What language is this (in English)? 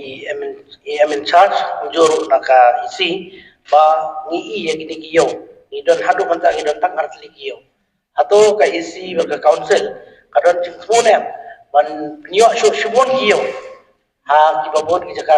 Khasi